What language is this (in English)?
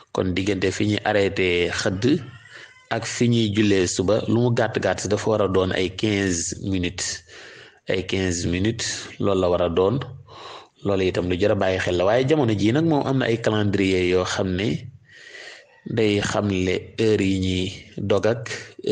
Wolof